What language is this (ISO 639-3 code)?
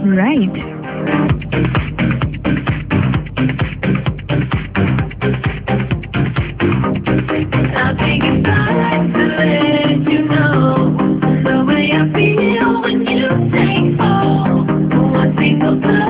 ben